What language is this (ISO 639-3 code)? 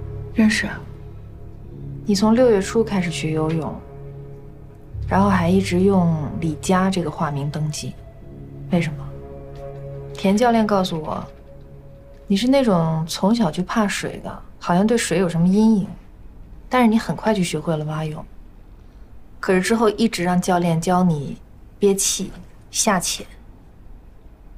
zho